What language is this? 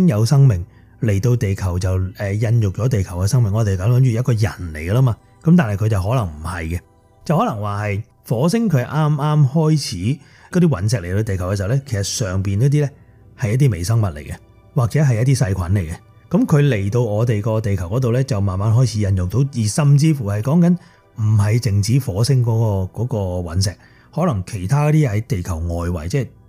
Cantonese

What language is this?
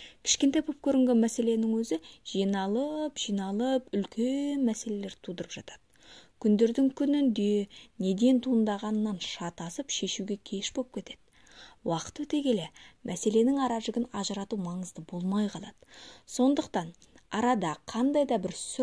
Kazakh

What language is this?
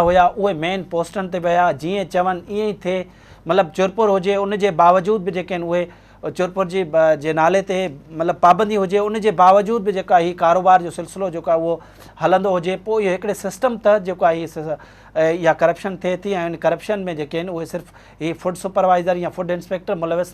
Sindhi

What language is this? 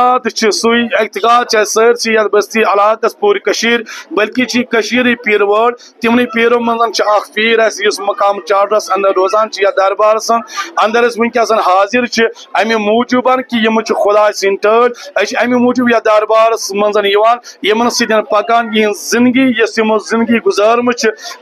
Kashmiri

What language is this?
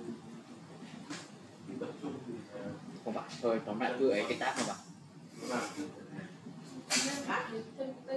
Vietnamese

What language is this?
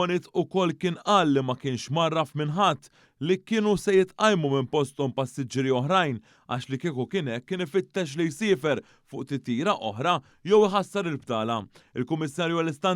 Maltese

